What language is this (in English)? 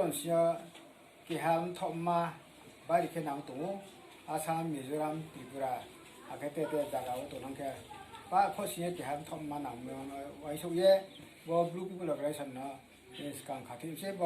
Riang (India)